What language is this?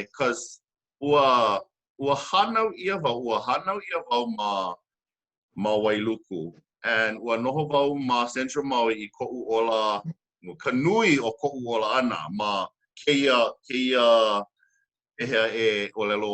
Hawaiian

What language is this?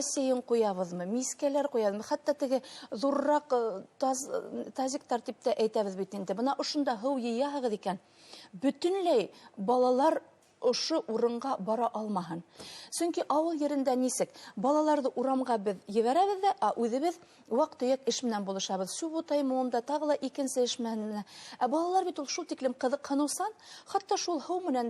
Bashkir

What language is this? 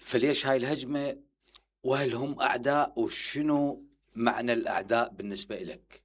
Mesopotamian Arabic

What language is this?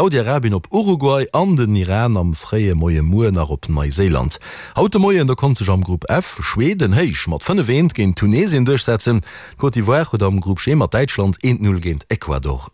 Luxembourgish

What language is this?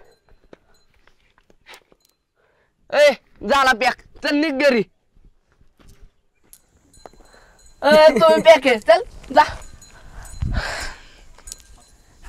Marathi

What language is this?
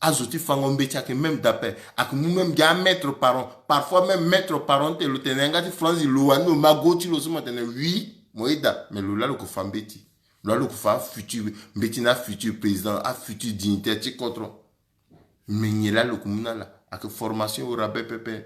Sango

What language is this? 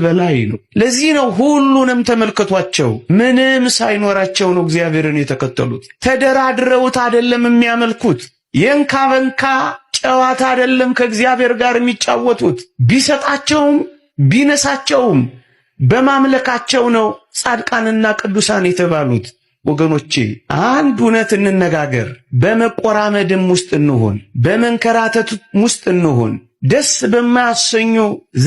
Amharic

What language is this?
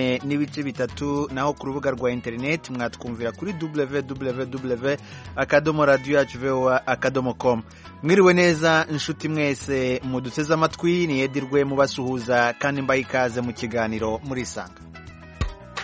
Kinyarwanda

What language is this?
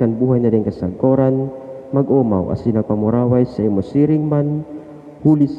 Bikol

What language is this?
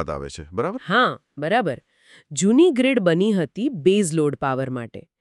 Gujarati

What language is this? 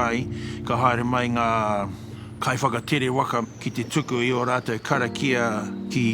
Māori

